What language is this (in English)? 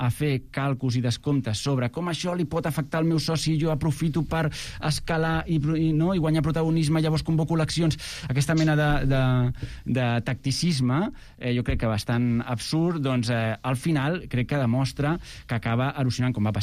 Catalan